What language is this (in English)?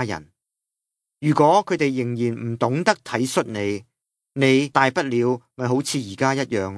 Cantonese